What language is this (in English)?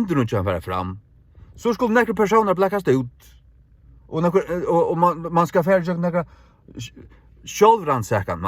Faroese